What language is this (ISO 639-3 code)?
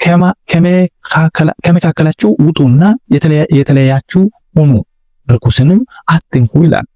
amh